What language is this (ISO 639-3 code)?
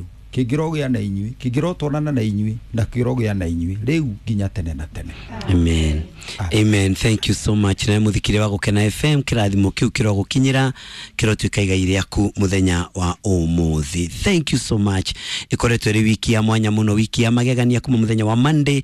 kik